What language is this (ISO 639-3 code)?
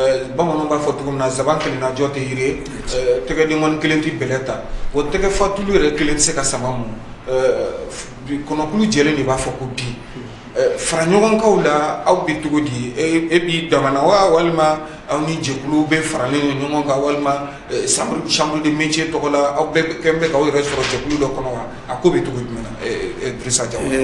bam